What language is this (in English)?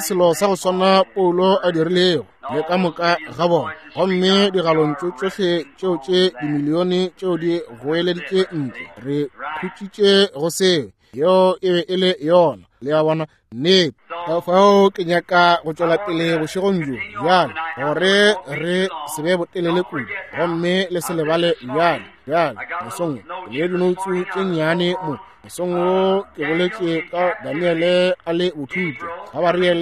Northern Sotho